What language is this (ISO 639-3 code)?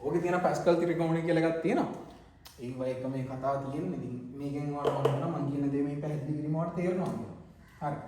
sin